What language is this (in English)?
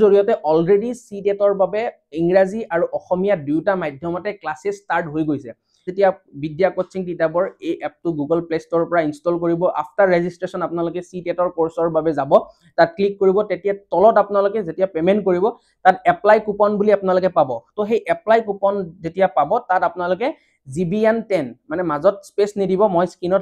Assamese